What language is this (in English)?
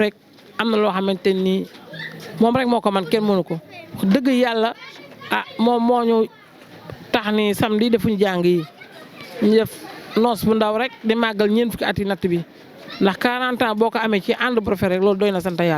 Wolof